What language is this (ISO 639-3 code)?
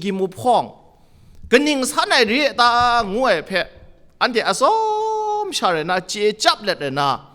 kac